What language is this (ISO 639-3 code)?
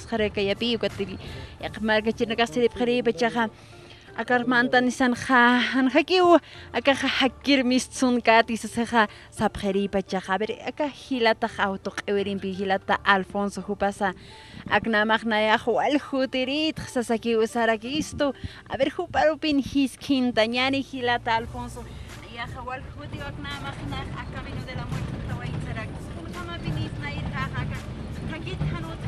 aym